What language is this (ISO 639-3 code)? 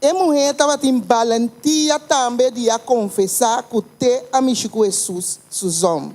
pap